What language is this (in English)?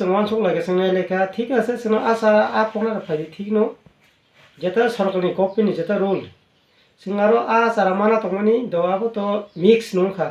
Kok Borok